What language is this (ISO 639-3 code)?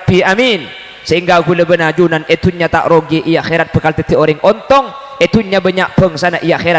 mad